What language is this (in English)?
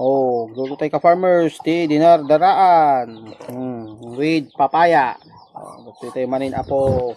Iloko